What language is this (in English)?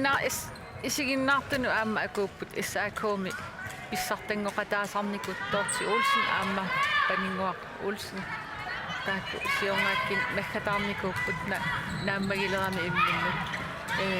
Kalaallisut